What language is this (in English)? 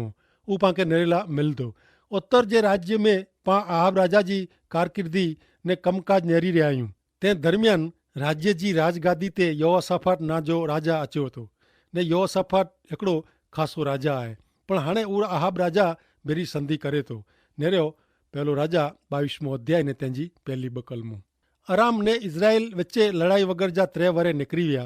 Kachhi